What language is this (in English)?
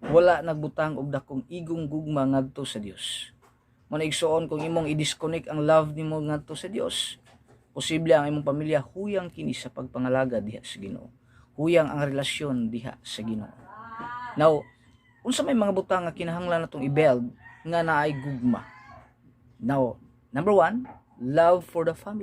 Cebuano